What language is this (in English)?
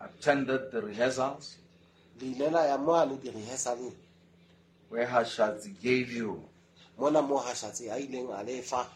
Southern Sotho